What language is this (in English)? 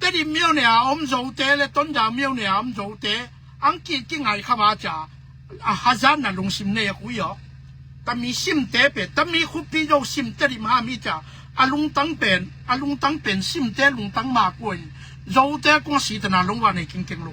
Tedim Chin